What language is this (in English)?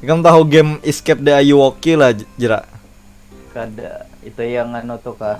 Banjar